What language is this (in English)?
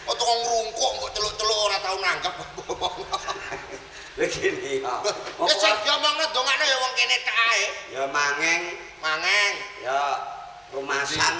Javanese